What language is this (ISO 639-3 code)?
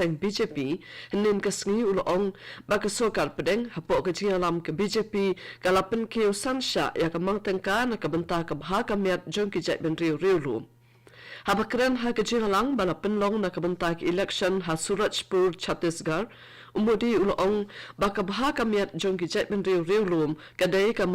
kha